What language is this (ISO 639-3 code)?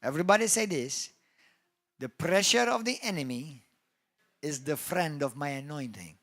eng